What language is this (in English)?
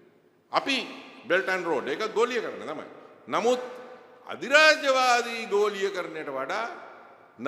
Sinhala